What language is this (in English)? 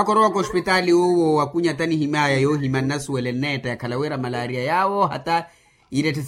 Makhuwa